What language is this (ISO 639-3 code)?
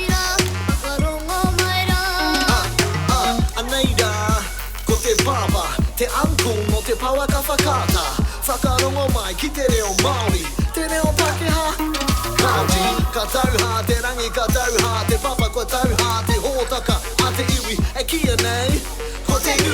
mri